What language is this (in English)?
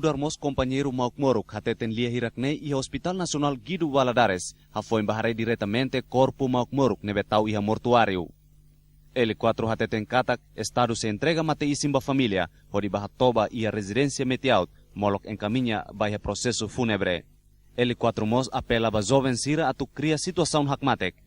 Tetum